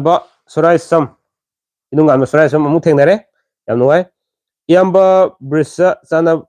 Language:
Manipuri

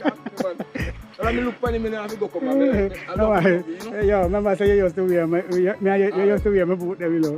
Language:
Jamaican Creole English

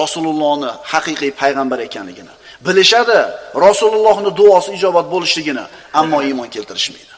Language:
Uzbek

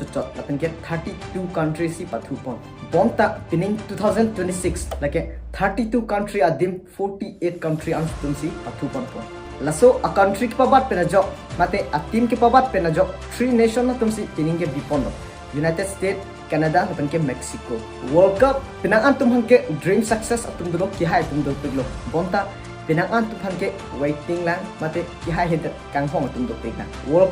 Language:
Karbi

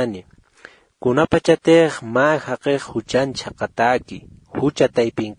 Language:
Aymara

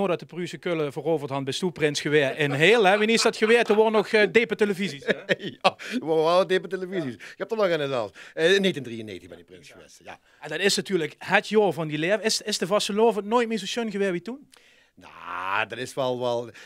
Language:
Limburgish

